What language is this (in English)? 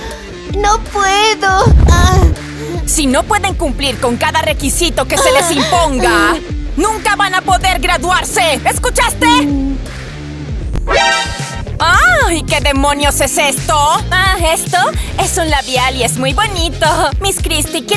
Spanish